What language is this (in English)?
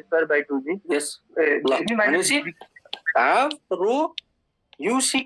Nepali